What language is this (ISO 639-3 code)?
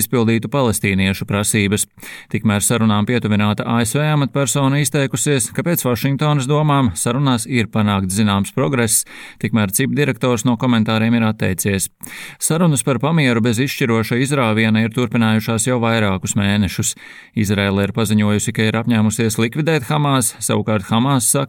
lav